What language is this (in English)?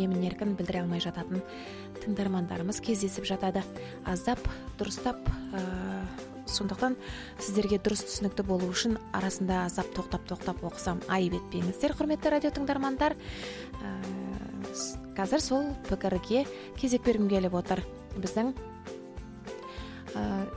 Kazakh